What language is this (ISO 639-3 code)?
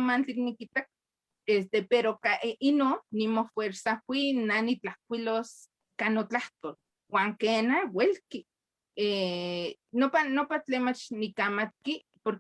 nhe